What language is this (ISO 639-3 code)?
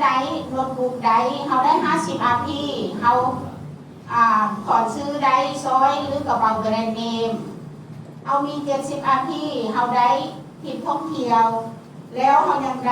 lao